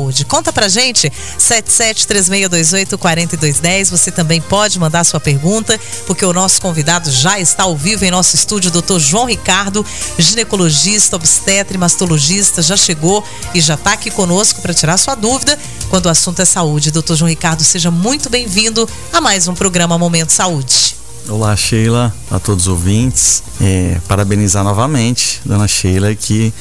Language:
Portuguese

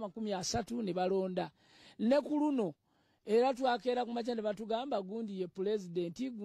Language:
Ganda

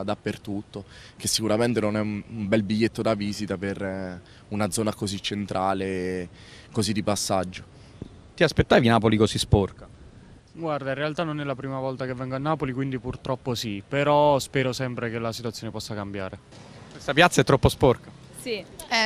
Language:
Italian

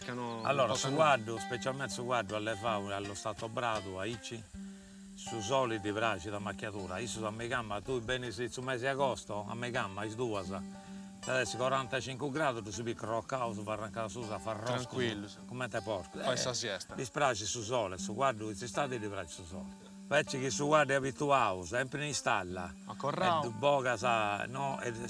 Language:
Sardinian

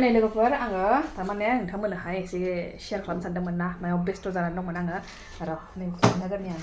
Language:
Bodo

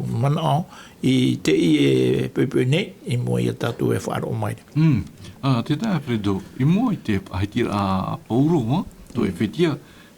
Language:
Tahitian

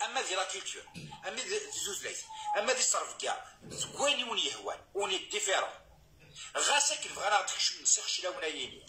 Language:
Kabyle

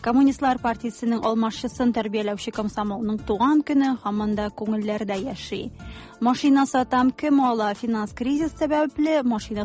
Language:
Tatar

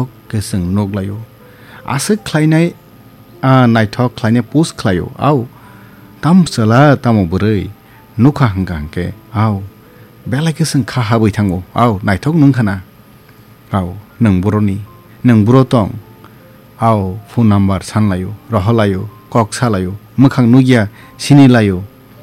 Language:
Kok Borok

